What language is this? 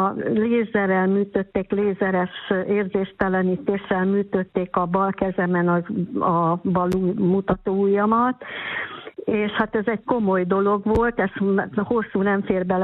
Hungarian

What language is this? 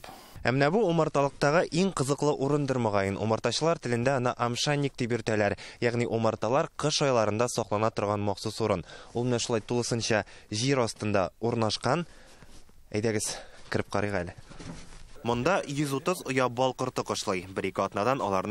Tatar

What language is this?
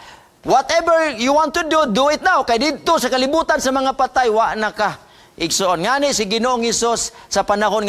Cebuano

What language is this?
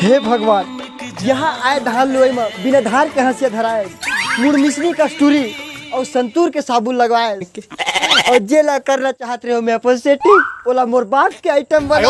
Chhattisgarhi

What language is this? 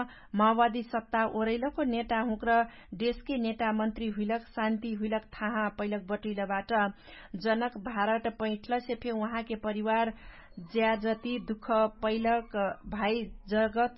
Dangaura Tharu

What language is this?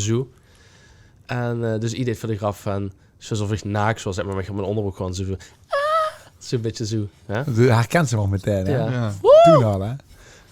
Limburgish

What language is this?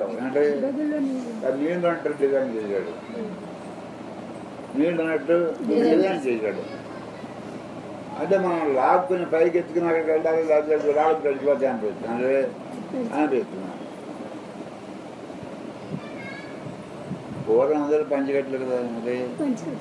Telugu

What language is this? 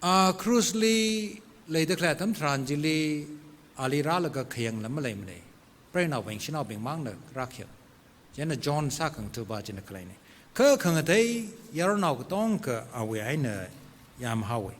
Tangkhul Naga (India)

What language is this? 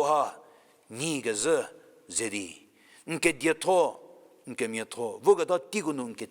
Angami Naga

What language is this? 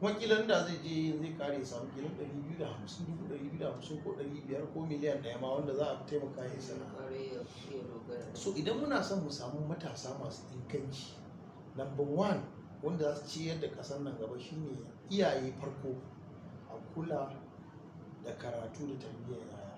Hausa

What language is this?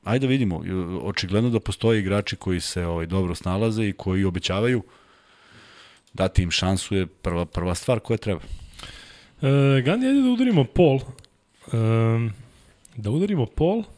Serbian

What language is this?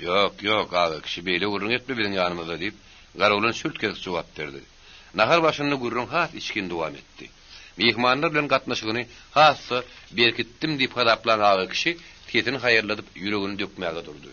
Turkmen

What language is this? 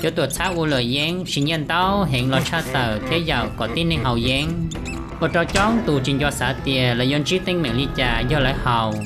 Hmong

